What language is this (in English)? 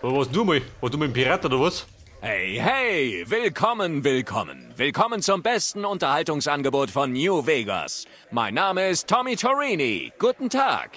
Bavarian